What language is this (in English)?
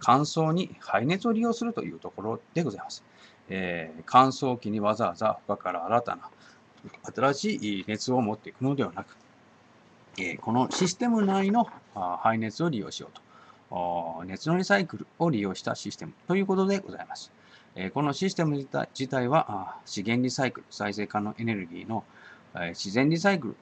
Japanese